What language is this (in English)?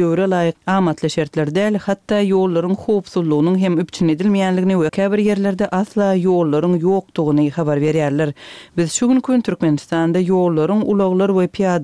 Turkmen